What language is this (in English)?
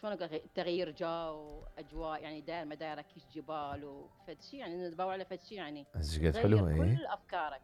Mesopotamian Arabic